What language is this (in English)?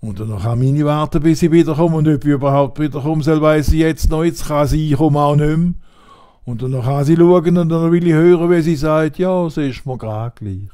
Swiss German